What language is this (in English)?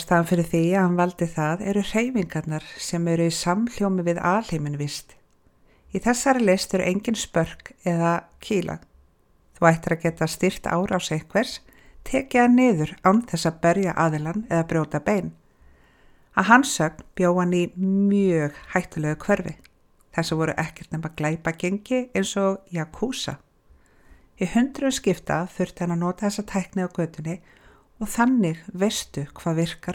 Icelandic